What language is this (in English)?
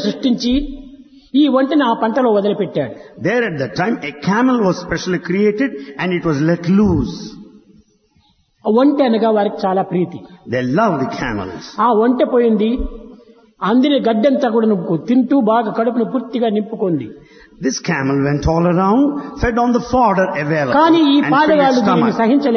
Telugu